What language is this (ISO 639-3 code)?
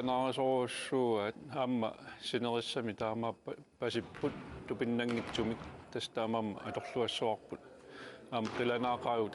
kal